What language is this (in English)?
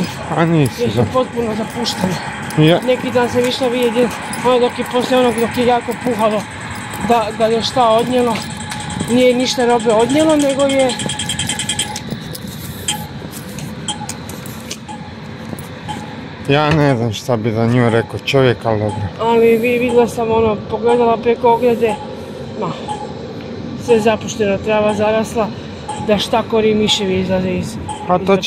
Croatian